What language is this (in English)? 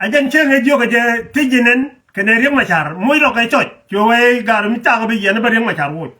Nuer